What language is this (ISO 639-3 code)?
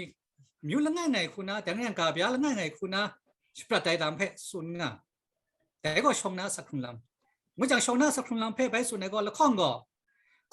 kac